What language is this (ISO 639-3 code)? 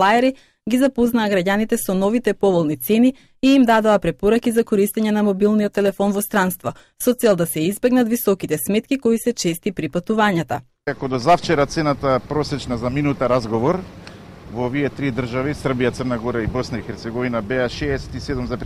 mkd